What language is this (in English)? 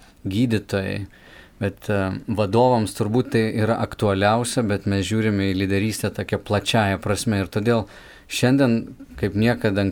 Lithuanian